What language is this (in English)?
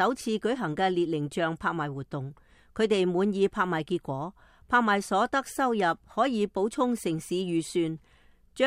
Cantonese